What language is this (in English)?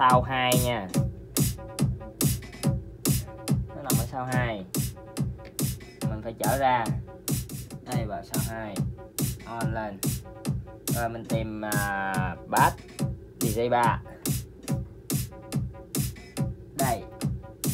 Vietnamese